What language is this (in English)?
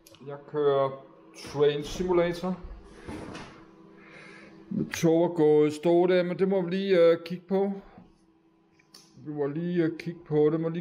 Danish